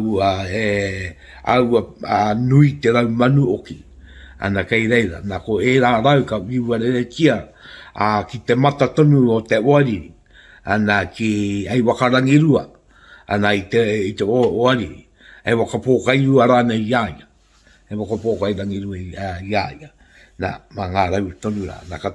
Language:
Māori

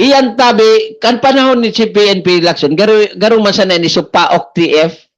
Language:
Bikol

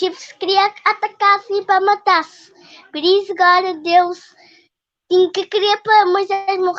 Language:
Kabuverdianu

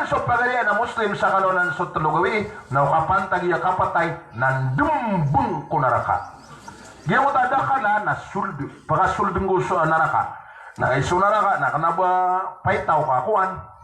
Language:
Maranao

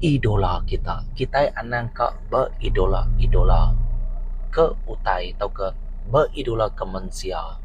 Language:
Iban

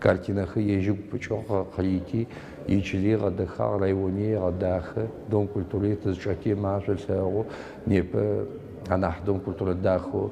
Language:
Adyghe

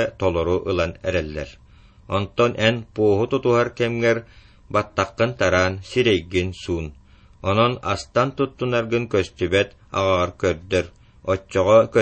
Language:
Yakut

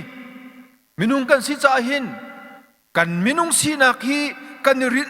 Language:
Hakha Chin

